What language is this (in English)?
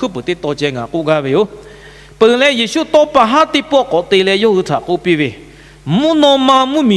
Lahu